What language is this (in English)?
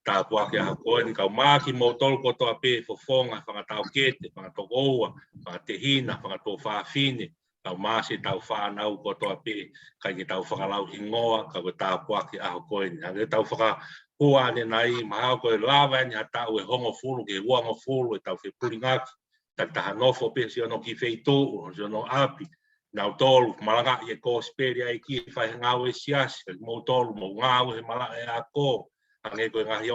Tongan